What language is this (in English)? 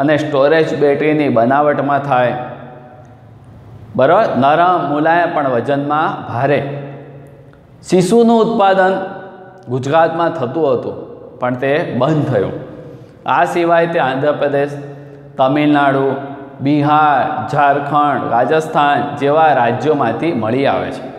Gujarati